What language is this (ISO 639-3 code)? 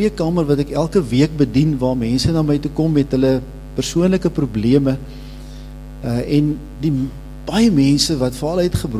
afr